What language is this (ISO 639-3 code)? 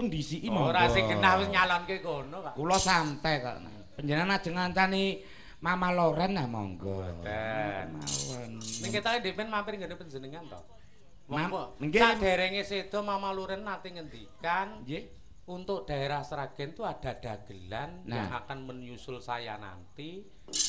jav